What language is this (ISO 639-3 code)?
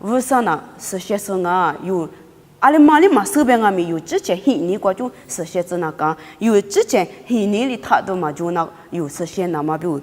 lis